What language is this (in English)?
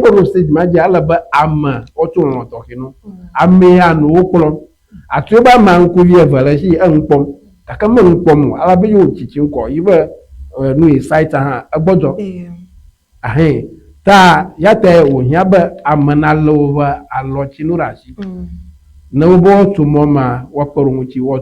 Ewe